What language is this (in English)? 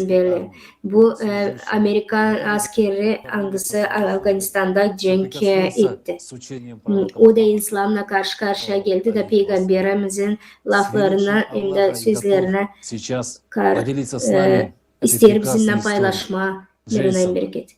Gagauz